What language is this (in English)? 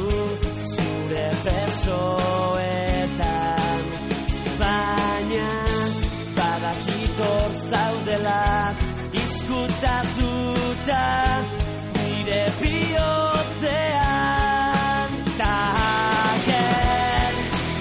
Basque